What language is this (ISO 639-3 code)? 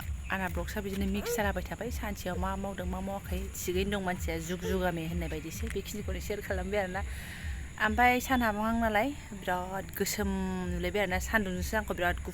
brx